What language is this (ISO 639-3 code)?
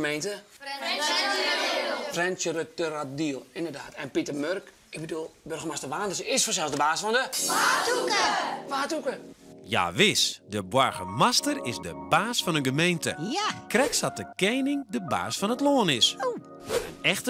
fry